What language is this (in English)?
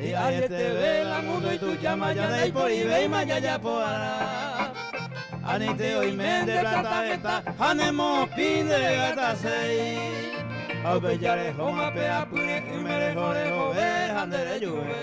Guarani